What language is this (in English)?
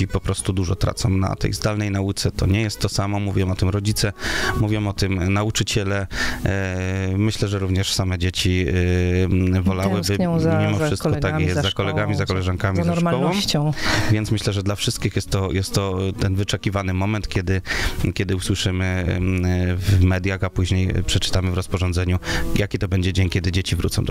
Polish